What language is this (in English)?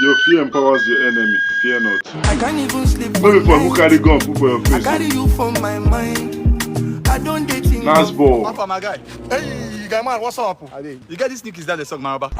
Nigerian Pidgin